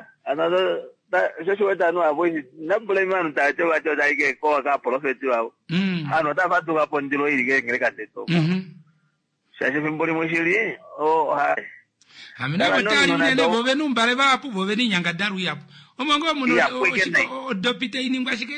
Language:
Kuanyama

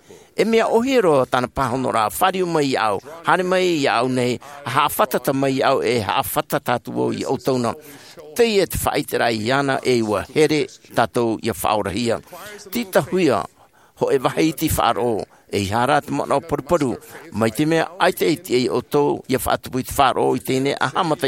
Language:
Tahitian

